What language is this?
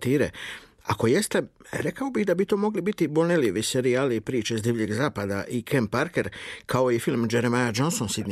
Croatian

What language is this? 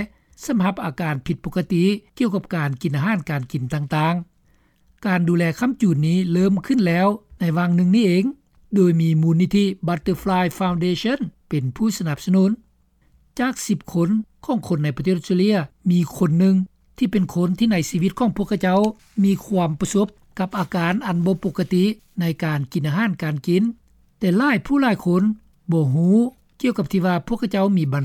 Lao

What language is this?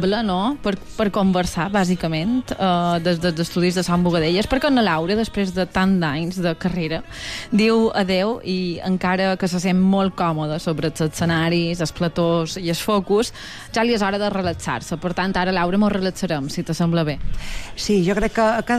Catalan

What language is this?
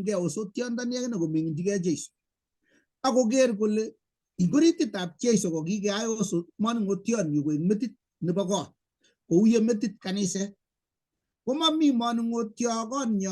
Kalenjin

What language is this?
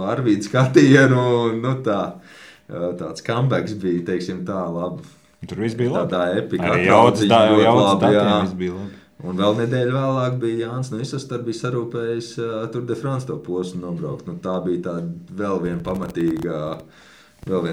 Latvian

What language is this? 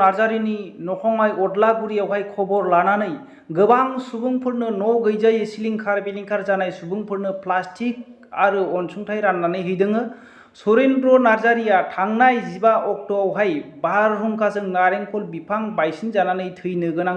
Bodo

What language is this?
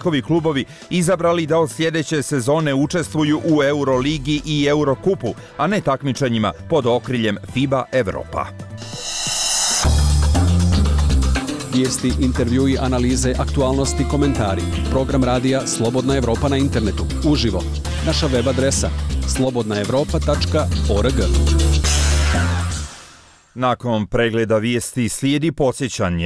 Bosnian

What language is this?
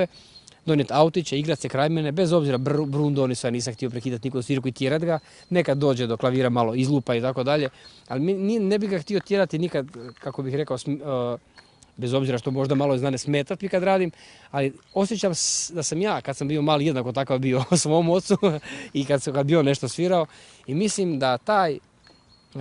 Croatian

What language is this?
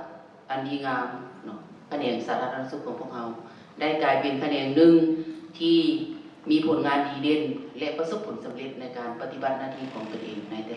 Lao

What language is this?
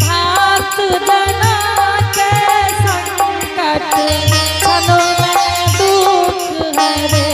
Angika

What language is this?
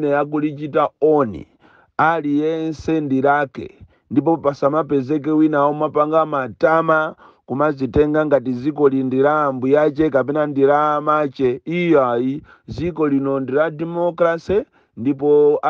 Nyanja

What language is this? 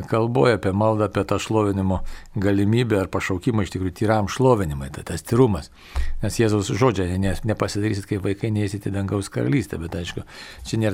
Lithuanian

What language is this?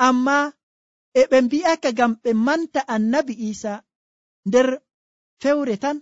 Nigerian Fulfulde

